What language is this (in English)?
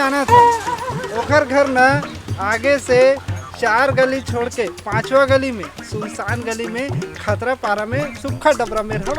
Chhattisgarhi